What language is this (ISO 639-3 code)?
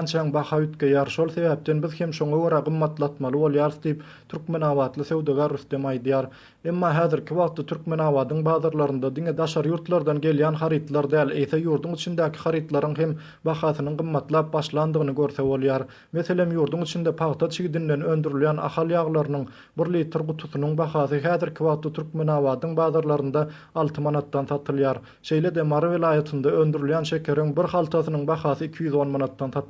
tuk